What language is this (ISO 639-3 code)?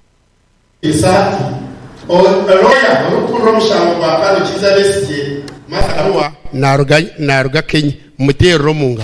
nyn